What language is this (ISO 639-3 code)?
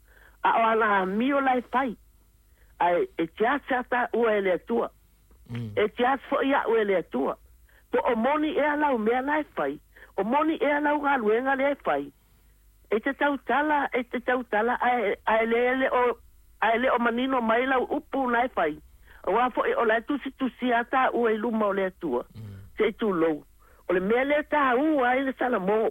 smo